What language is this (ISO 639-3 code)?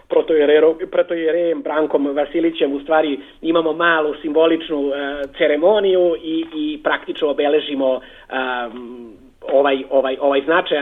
srp